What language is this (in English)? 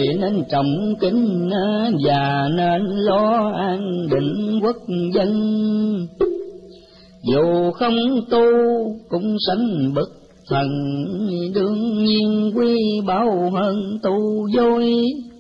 Vietnamese